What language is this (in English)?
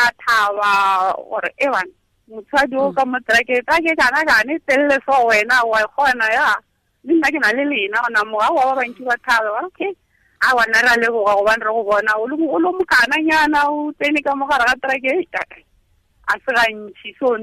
Tswana